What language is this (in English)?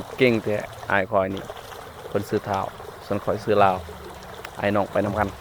Lao